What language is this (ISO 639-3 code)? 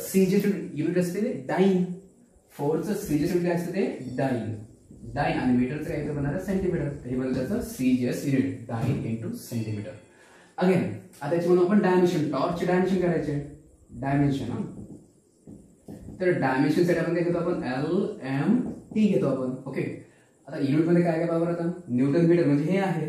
mar